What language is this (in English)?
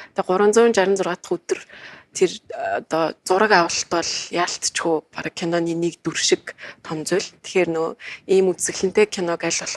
Mongolian